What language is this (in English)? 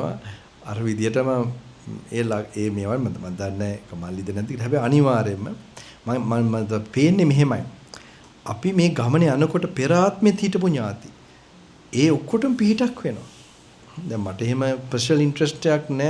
Sinhala